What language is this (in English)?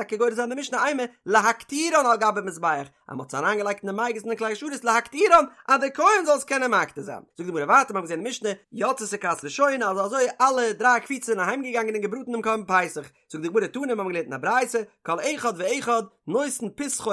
Yiddish